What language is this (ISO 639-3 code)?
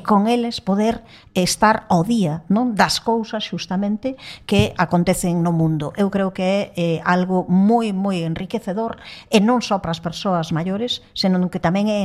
glg